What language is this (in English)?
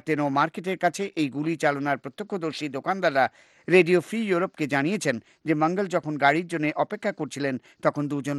Bangla